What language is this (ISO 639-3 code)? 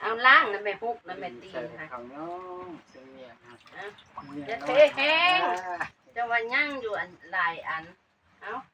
lao